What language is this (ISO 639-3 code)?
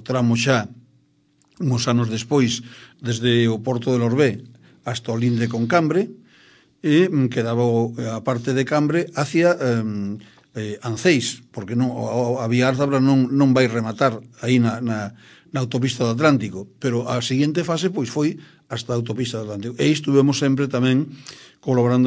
glg